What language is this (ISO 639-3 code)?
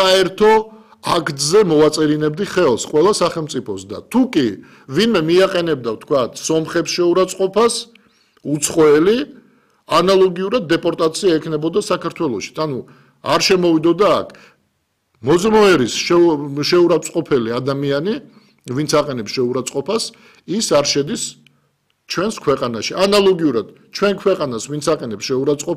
kat